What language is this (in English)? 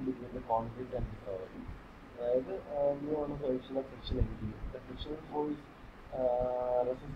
Malayalam